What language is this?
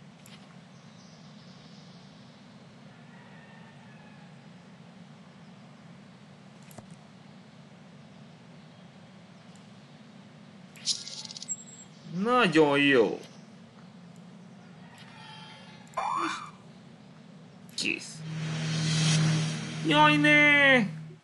Hungarian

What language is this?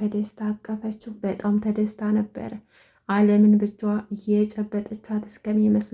Amharic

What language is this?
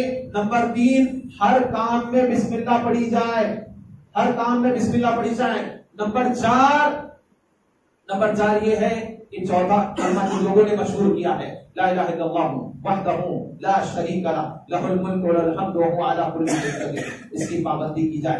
Urdu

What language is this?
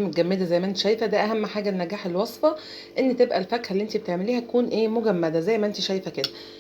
Egyptian Arabic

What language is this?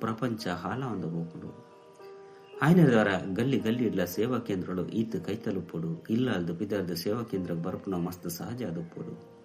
Tulu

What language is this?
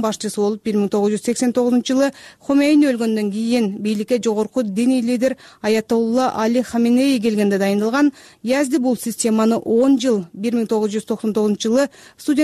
Kyrgyz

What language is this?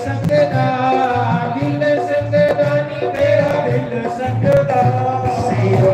Dogri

